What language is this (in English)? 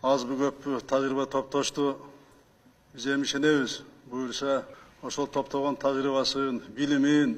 Kyrgyz